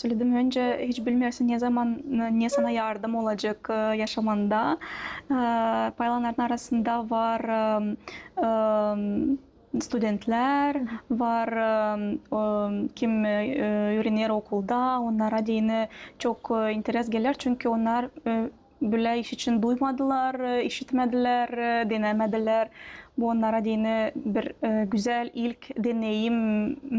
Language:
Gagauz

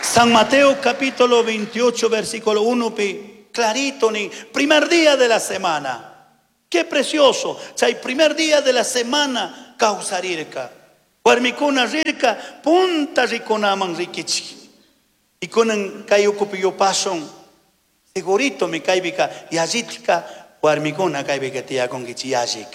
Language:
Chimborazo Highland Quichua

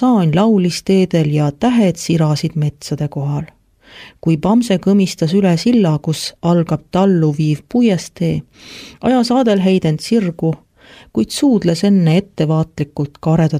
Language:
Estonian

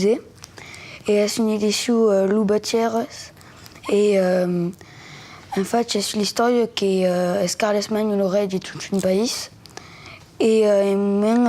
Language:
Occitan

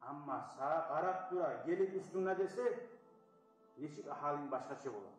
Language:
Kumyk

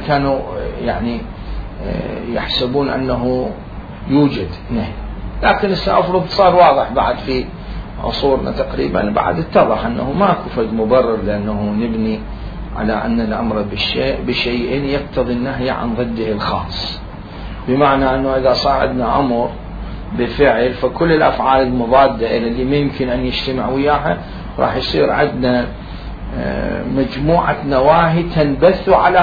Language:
Mesopotamian Arabic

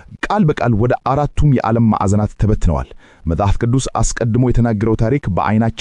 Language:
Amharic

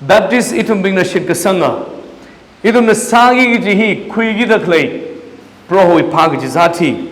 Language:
Tangkhul Naga (India)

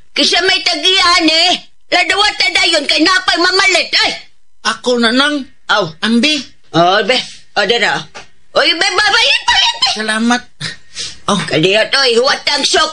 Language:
Cebuano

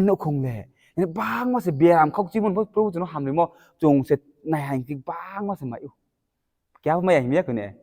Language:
Riang (India)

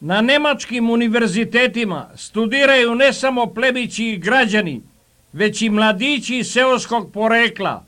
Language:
Serbian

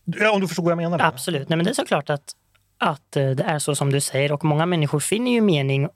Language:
Swedish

